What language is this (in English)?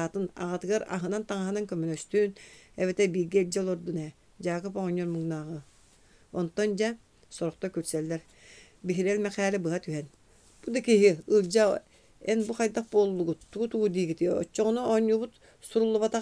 Yakut